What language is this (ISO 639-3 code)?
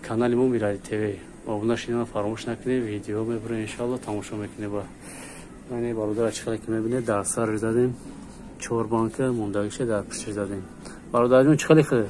tgk